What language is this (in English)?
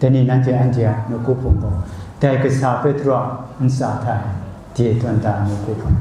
Kachin